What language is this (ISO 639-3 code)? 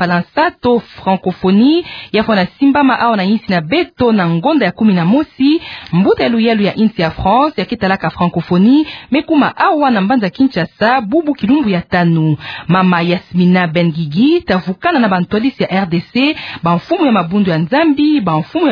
ktu